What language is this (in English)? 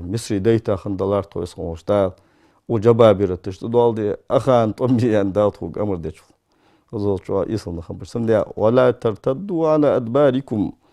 Ingush